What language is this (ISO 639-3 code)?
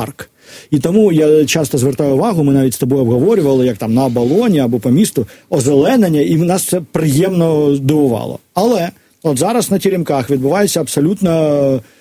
ukr